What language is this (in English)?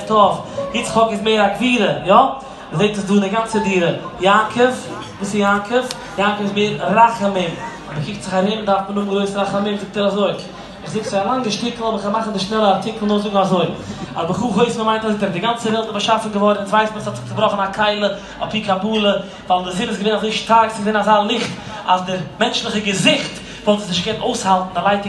Yiddish